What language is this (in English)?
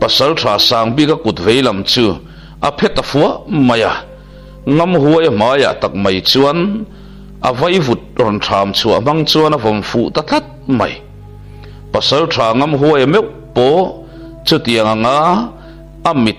Mizo